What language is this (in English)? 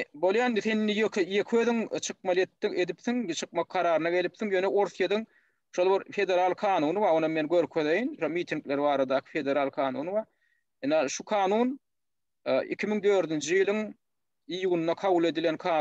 Turkmen